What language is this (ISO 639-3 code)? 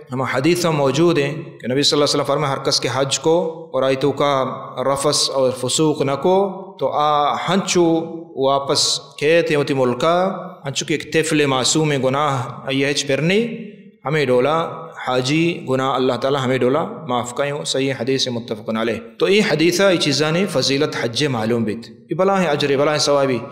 bal